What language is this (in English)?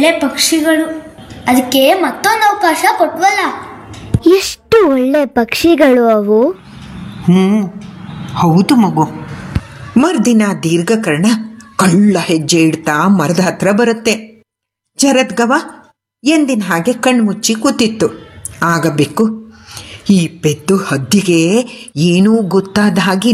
Kannada